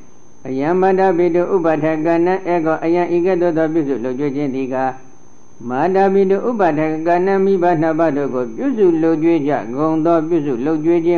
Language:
Burmese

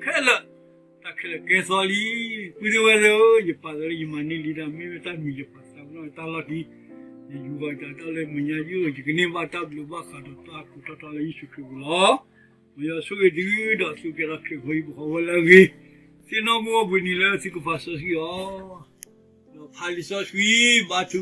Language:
S'gaw Karen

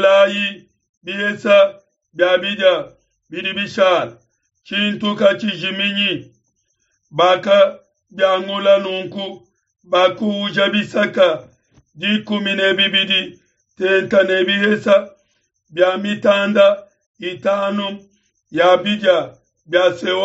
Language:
Luba-Lulua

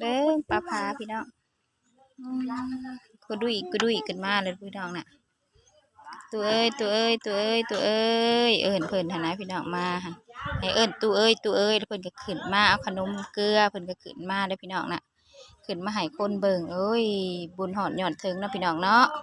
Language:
Lao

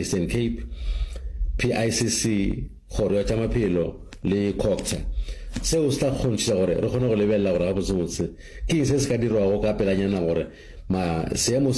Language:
Northern Sotho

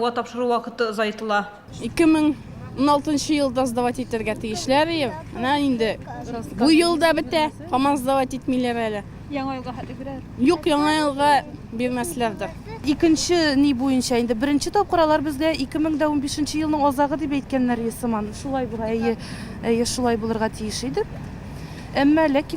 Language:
Tatar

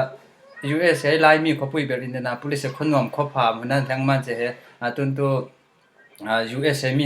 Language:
Falam Chin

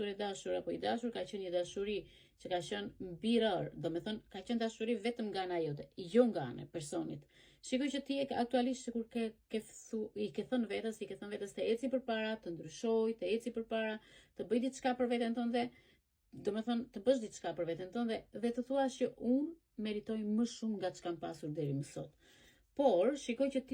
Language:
Albanian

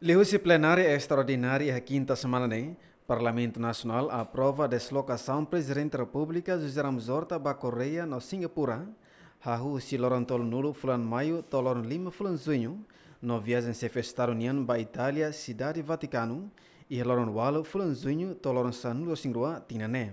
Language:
Tetum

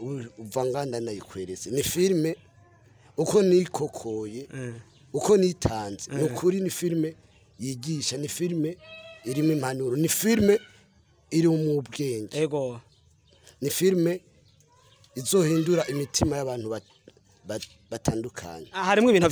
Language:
Rundi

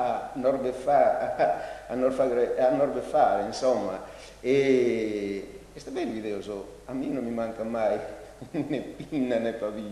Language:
Sardinian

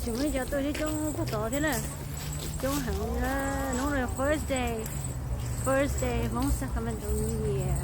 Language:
Hmong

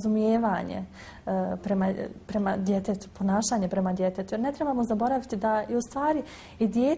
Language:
Bosnian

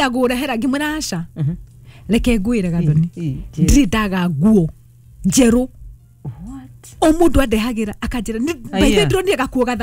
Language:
Kikuyu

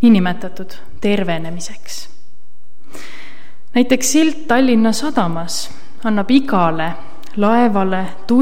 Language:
Estonian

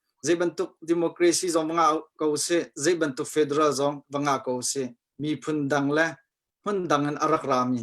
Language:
Hakha Chin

